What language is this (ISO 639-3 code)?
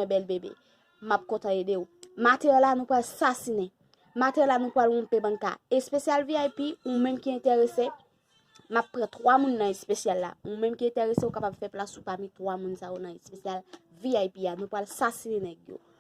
hat